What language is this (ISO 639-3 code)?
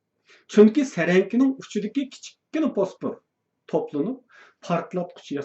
uig